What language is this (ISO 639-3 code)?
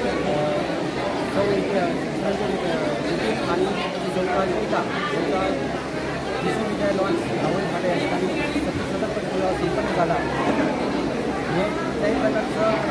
mar